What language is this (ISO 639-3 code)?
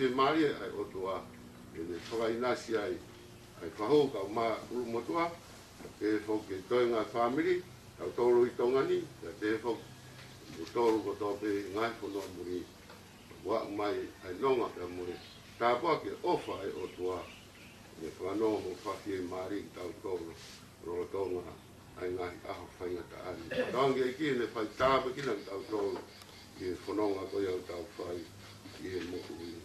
ton